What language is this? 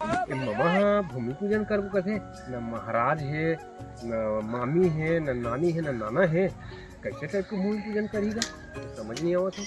Chhattisgarhi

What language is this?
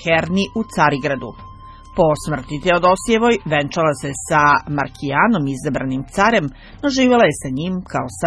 Serbian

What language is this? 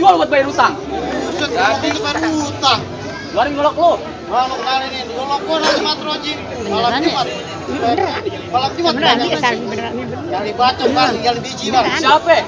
Betawi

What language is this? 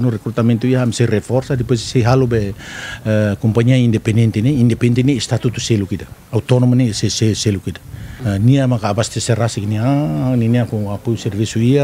Tetum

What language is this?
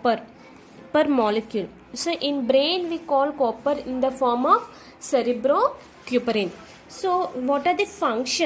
English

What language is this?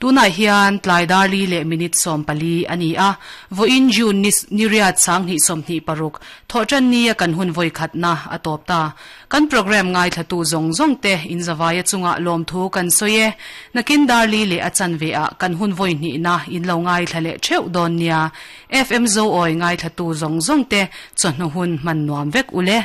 Mizo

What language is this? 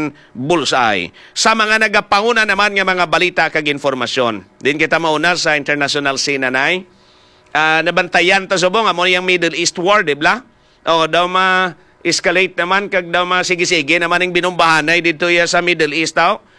Hiligaynon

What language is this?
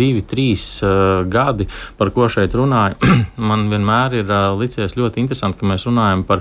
Latvian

